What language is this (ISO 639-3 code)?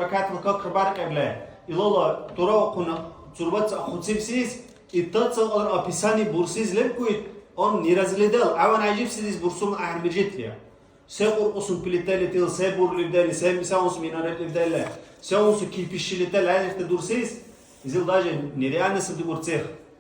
dar